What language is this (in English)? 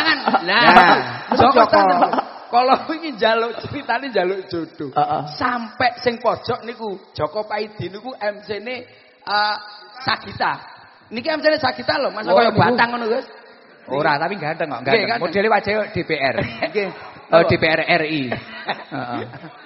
Javanese